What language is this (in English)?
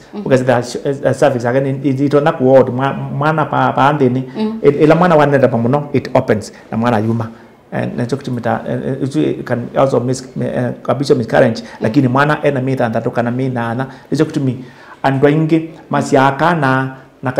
Kamba